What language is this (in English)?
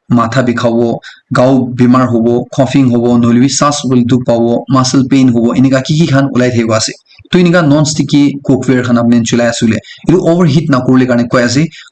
Naga Pidgin